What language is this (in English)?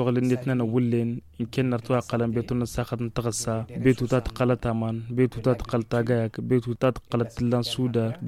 Tamasheq